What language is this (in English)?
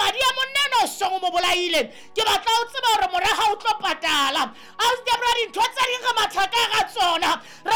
Southern Sotho